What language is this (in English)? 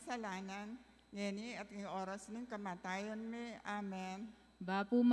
Pampanga